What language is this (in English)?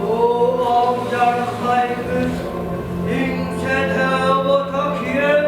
Yakut